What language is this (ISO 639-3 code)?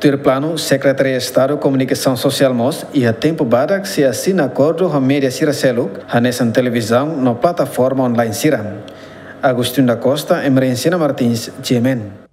tet